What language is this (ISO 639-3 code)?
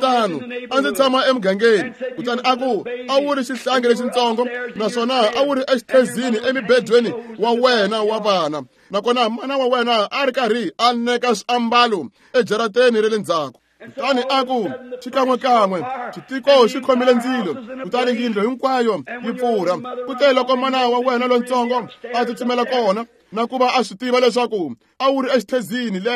tso